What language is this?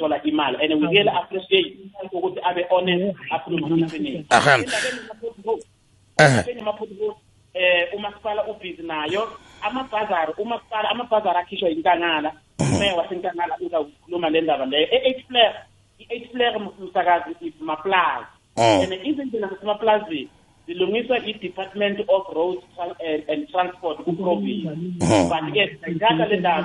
South Ndebele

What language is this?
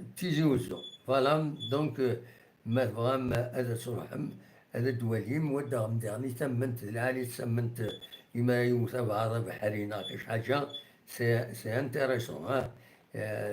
Kabyle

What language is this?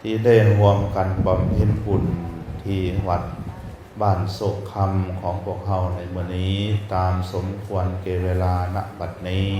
Lao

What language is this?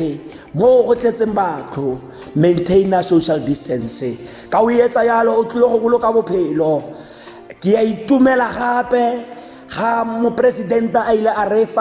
Tswana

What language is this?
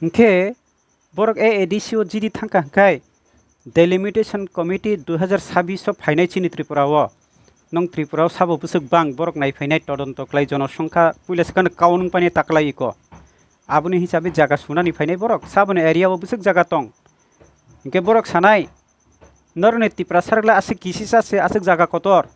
Kok Borok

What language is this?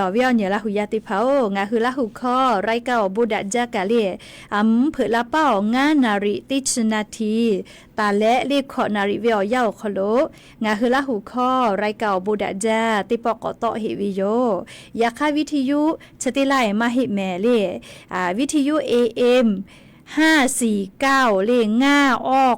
Lahu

